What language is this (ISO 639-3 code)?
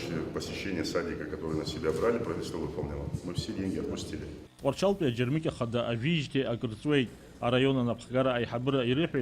abk